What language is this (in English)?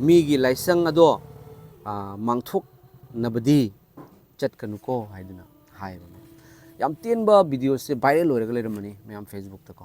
Manipuri